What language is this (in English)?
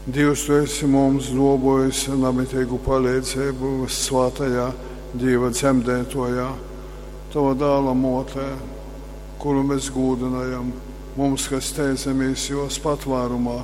Latgalian